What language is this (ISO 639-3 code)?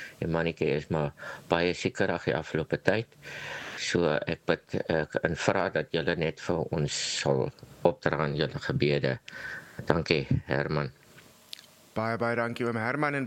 afr